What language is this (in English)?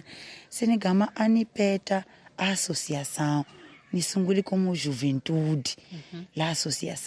Tsonga